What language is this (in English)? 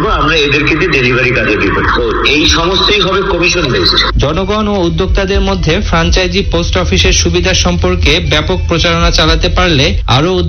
Bangla